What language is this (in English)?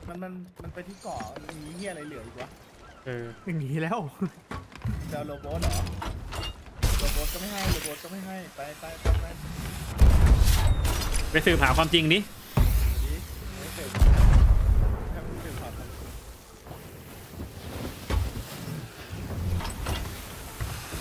Thai